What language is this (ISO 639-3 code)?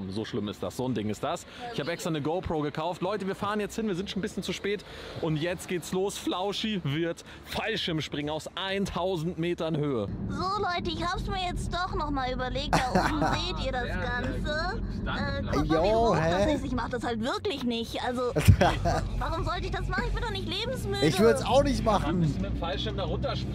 deu